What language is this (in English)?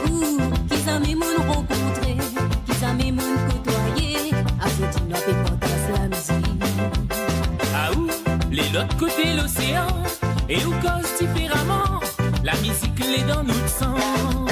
Morisyen